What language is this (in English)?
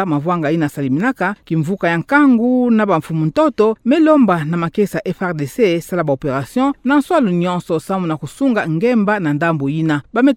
Kituba (Democratic Republic of Congo)